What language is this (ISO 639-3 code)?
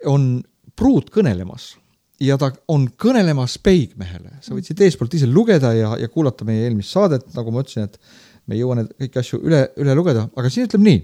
est